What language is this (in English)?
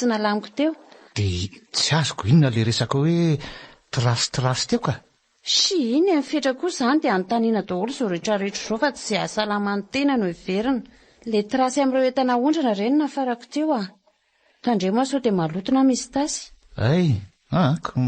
Malagasy